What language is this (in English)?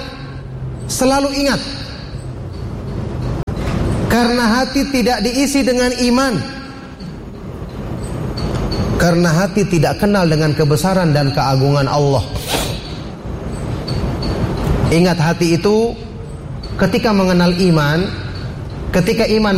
Indonesian